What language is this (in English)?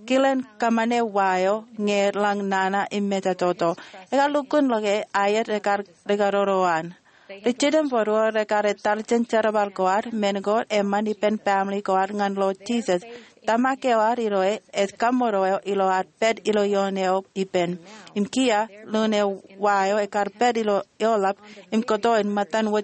Marshallese